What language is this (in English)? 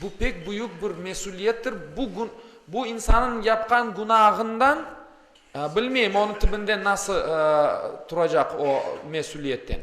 Crimean Tatar